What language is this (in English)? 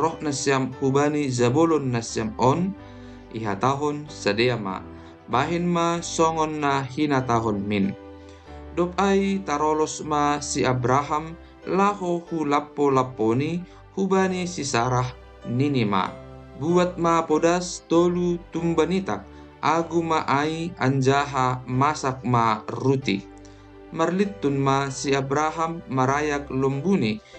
Batak Simalungun